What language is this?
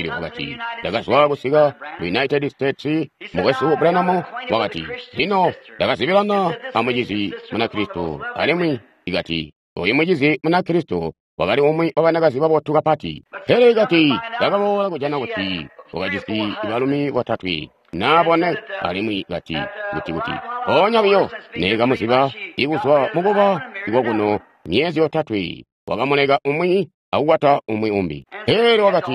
Tonga (Zambia)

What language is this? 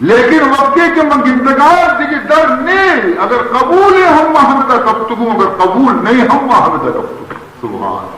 Baluchi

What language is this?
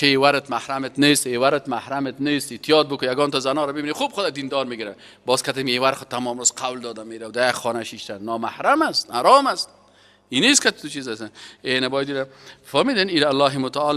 Persian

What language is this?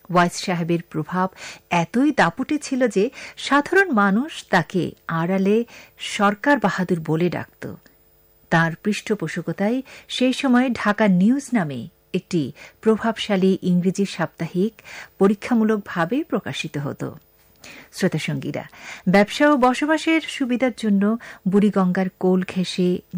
Bangla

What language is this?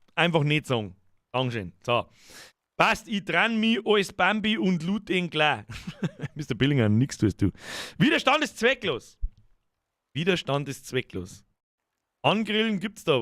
Bavarian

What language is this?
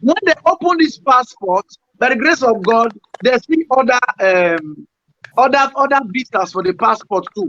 Nigerian Pidgin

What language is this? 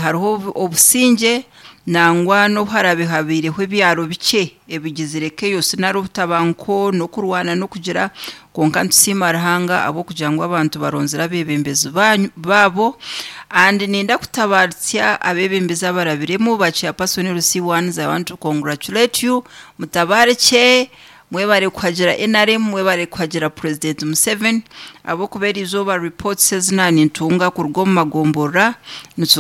Nyankole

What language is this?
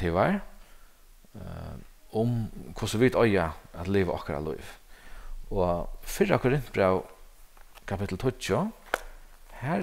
Faroese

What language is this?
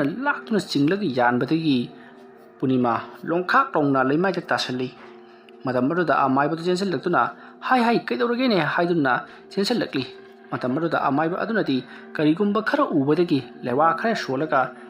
Manipuri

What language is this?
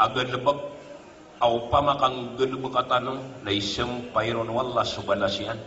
Maranao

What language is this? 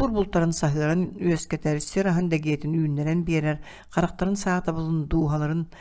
Yakut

